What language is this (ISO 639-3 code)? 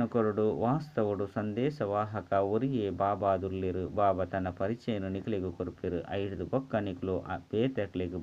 tcy